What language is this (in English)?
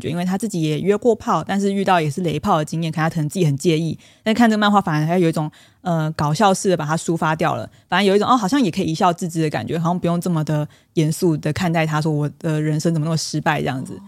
Chinese